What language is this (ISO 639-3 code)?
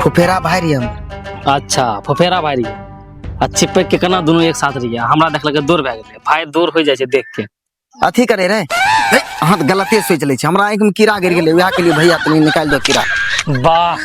mai